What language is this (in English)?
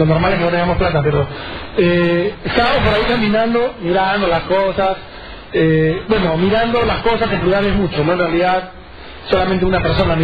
Spanish